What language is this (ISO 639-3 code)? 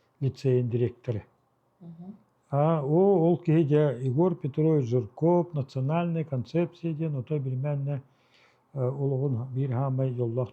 sah